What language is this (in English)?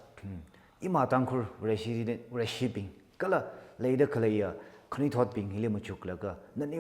Tangkhul Naga (India)